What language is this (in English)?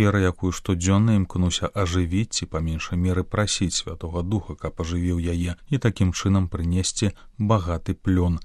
Belarusian